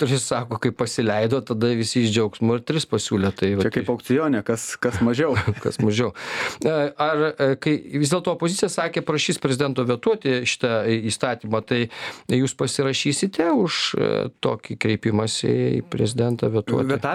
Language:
Lithuanian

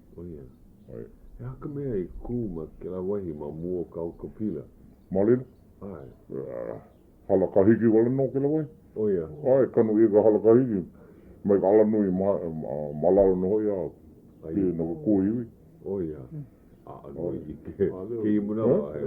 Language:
Hawaiian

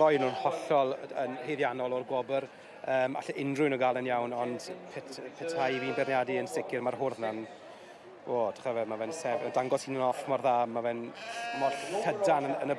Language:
Welsh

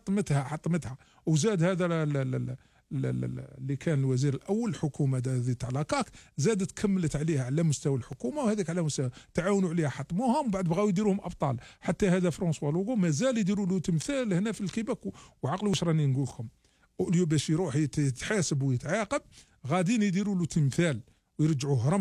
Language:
Algerian Arabic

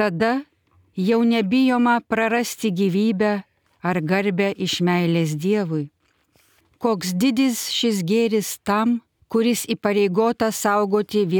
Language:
Lithuanian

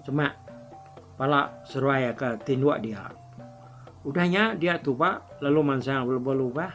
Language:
Iban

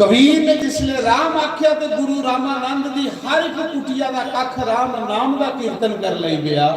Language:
Dogri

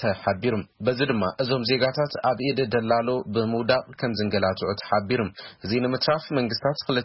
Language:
Tigrinya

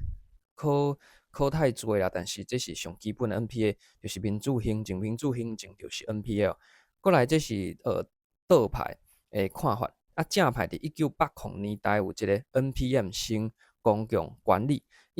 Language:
Min Nan Chinese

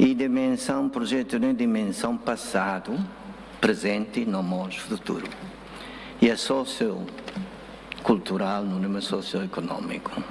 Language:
Tetum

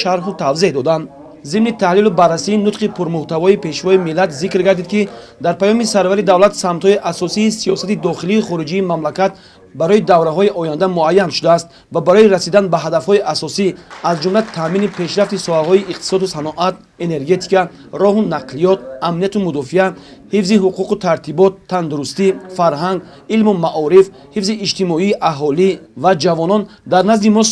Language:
Tajik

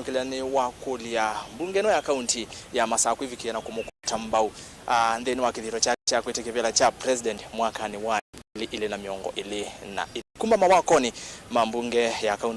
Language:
Kamba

